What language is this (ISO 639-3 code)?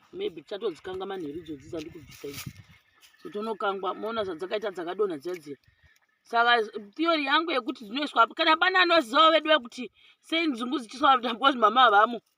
sna